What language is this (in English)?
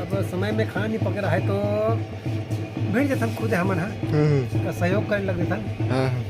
Chhattisgarhi